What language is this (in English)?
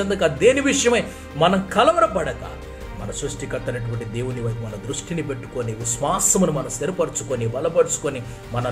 Telugu